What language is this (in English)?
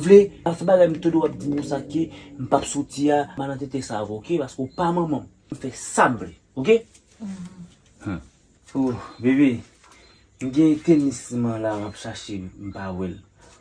Haitian Creole